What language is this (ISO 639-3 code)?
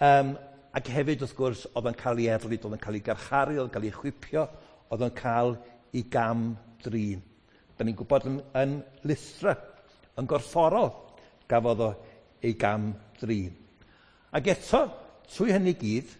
cym